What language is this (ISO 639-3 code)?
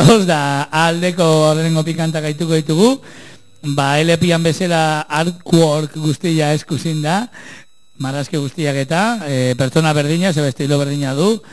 eus